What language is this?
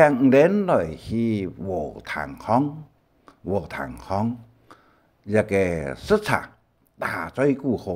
Hakka Chinese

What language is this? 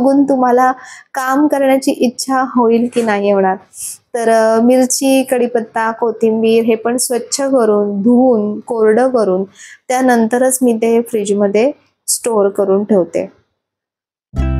Marathi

